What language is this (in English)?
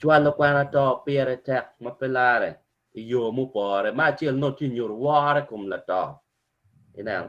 Acoli